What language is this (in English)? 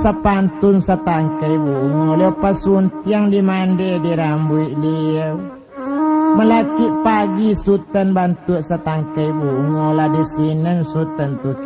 Minangkabau